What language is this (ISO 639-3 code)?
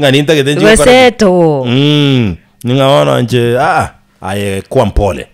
guz